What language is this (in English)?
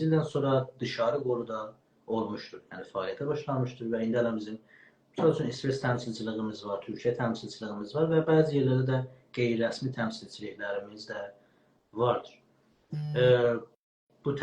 South Azerbaijani